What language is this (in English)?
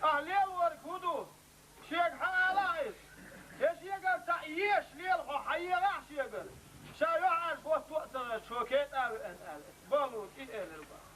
Chechen